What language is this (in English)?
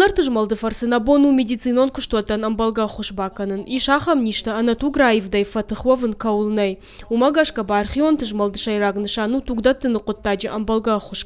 Ossetic